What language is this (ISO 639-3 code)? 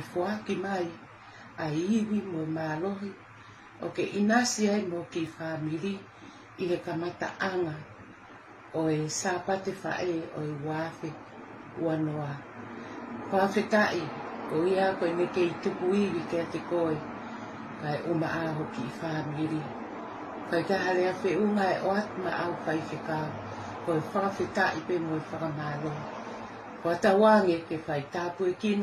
ton